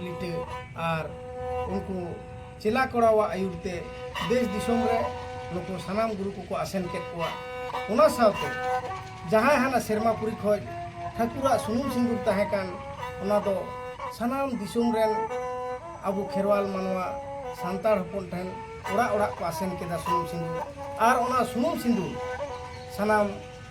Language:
Santali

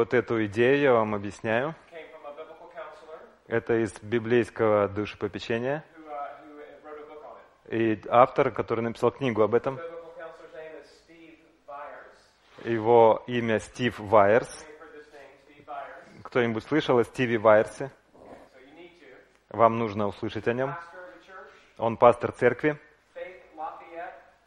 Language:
Russian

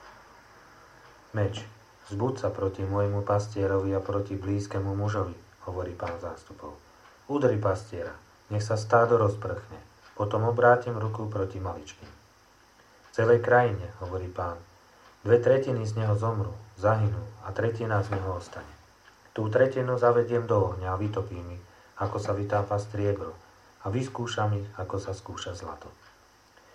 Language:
Slovak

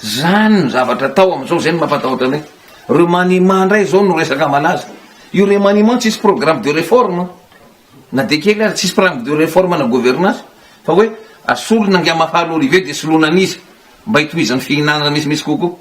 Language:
Malagasy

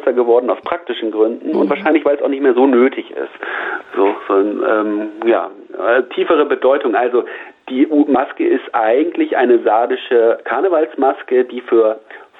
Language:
German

